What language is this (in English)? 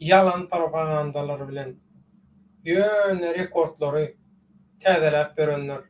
Turkmen